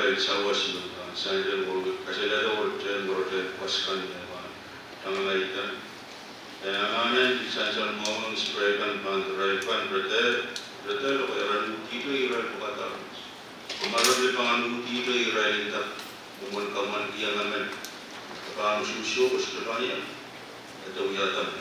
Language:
Pohnpeian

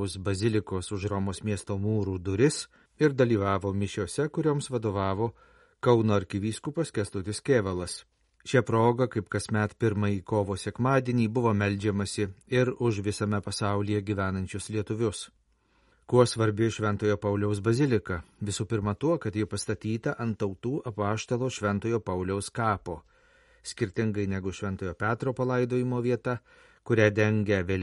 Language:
Lithuanian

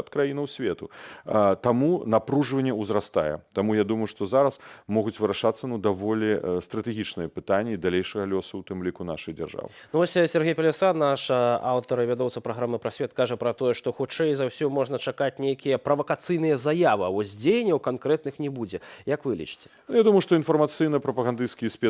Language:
Belarusian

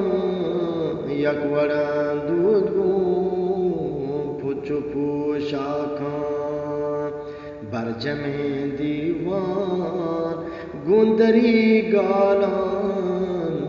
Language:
Eastern Balochi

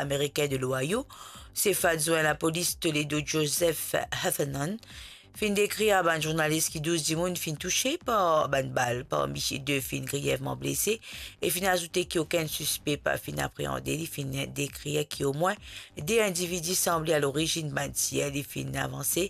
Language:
Morisyen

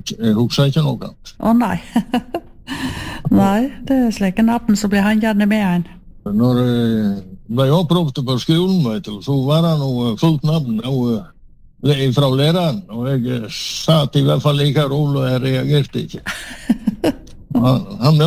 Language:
Norwegian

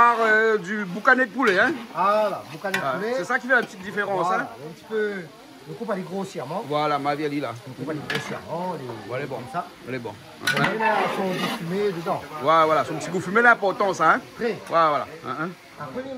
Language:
Réunion Creole French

